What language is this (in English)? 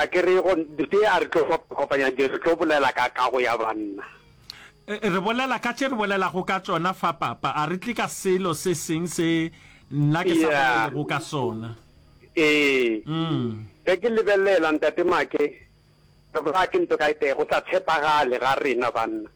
Northern Sotho